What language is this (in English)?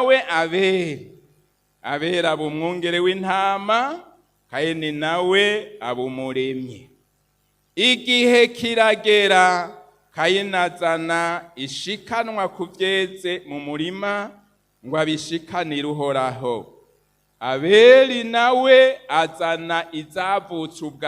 Rundi